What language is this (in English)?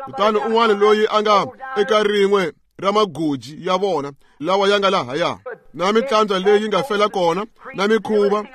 Tsonga